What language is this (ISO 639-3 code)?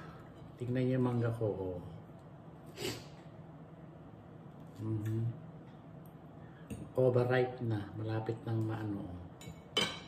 fil